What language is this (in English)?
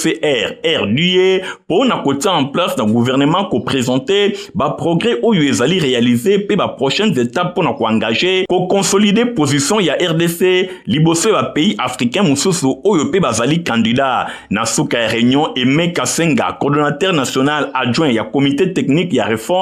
Lingala